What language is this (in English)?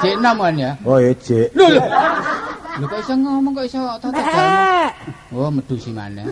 Javanese